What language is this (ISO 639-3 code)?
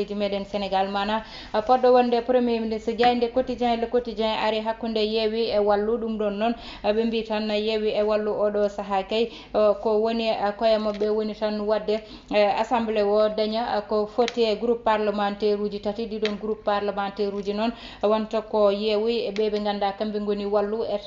ful